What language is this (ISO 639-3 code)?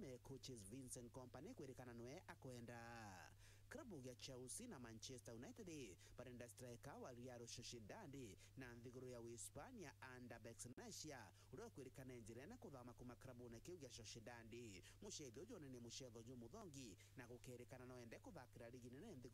mer